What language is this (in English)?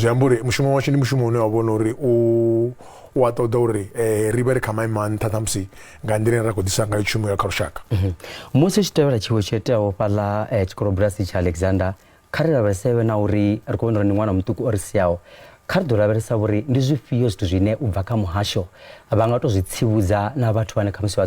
Venda